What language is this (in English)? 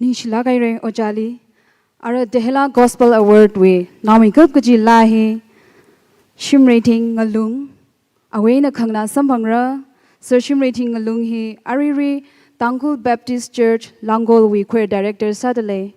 Tangkhul Naga (India)